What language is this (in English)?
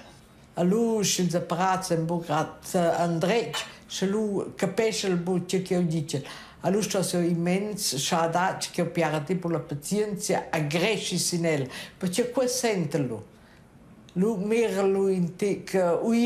Romansh